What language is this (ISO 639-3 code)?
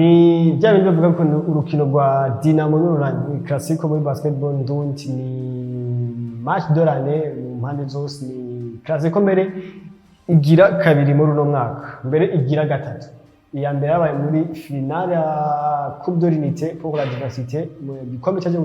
run